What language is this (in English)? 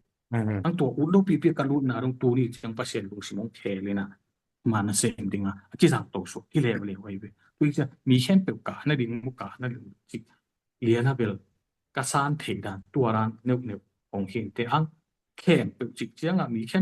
Tedim Chin